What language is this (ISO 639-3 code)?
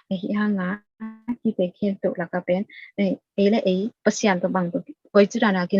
ctd